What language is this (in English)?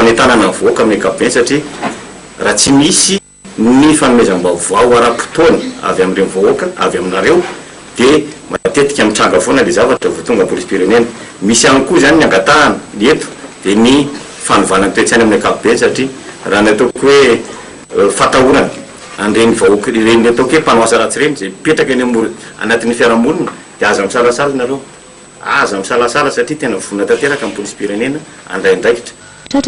Malagasy